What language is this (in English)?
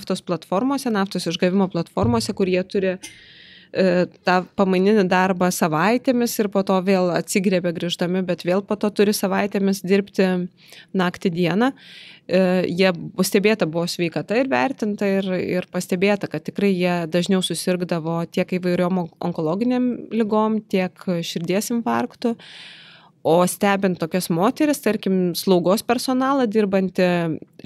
Lithuanian